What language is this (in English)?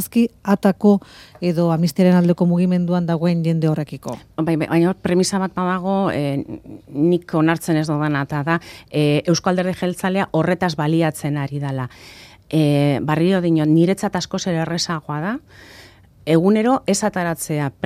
Basque